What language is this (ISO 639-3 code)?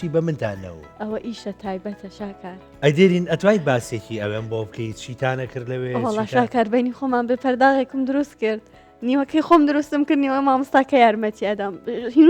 ckb